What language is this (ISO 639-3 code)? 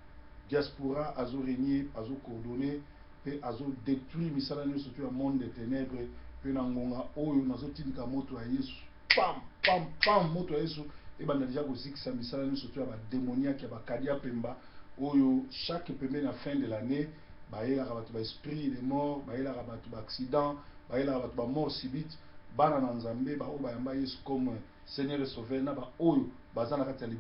lin